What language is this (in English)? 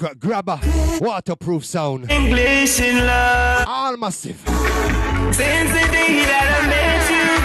Jamaican Creole English